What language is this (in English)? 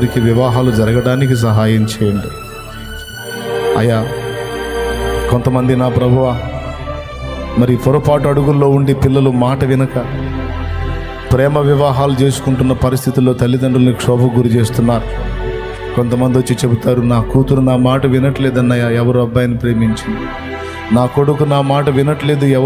Telugu